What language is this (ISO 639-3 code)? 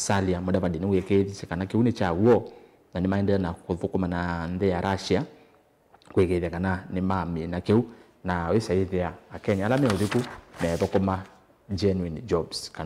kam